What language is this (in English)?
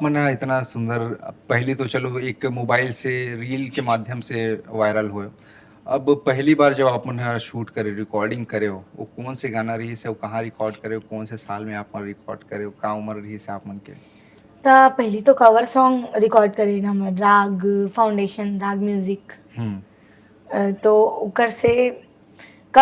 Chhattisgarhi